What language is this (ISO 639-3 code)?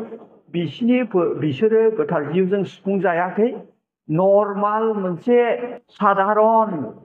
brx